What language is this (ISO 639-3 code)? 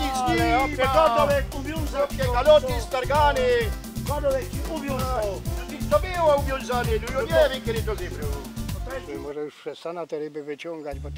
szl